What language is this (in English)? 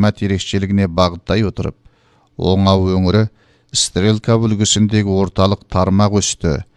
Kazakh